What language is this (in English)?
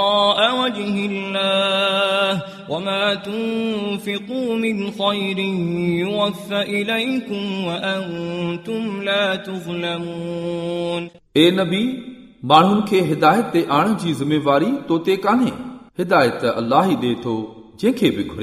Sindhi